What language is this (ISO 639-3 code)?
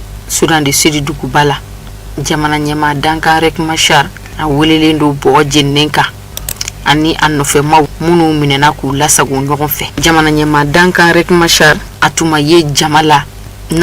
bam